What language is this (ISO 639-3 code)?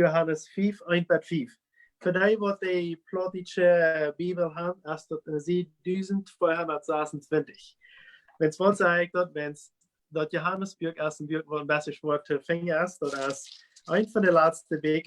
pdt